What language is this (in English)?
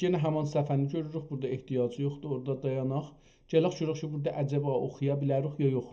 South Azerbaijani